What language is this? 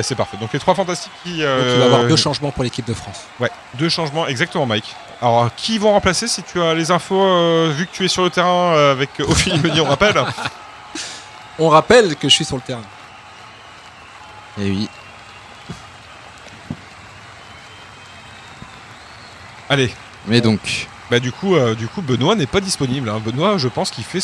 French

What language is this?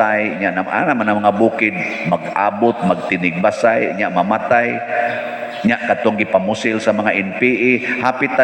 Cebuano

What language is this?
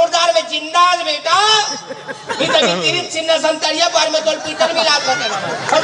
Chhattisgarhi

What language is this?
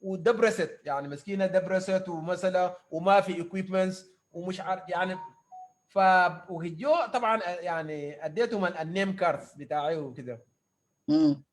Sudanese Arabic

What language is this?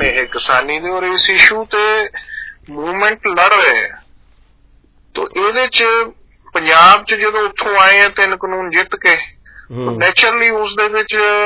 Punjabi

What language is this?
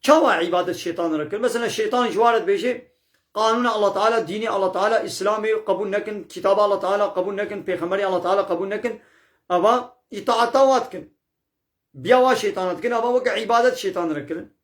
Kurdish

